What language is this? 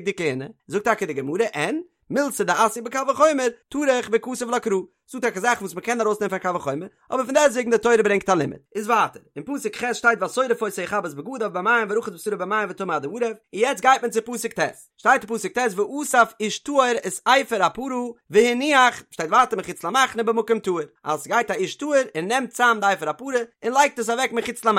Yiddish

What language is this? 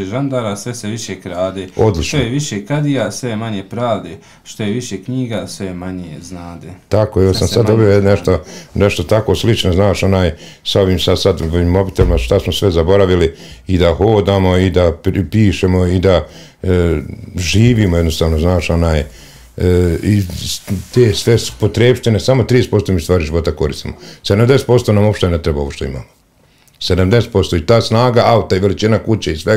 Bosnian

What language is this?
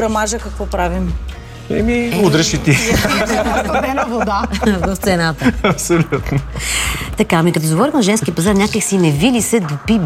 Bulgarian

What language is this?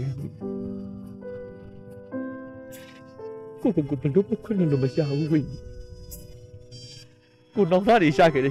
Burmese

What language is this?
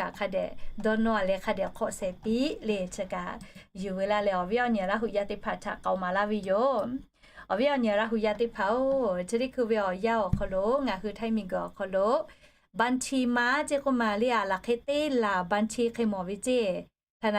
Lahu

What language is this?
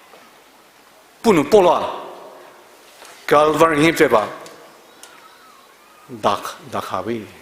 Poumei Naga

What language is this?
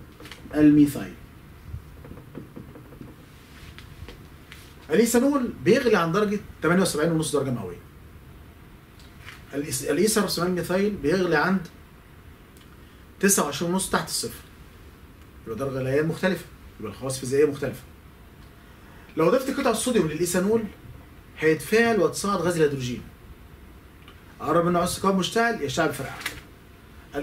Egyptian Arabic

